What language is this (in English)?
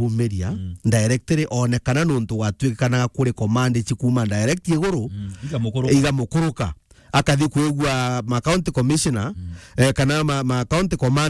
Meru